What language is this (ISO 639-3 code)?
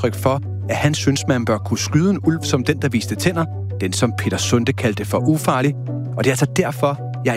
dan